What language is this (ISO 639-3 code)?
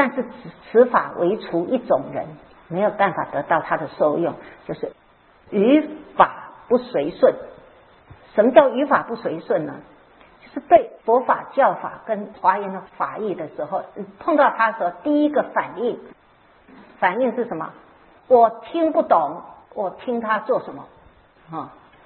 zho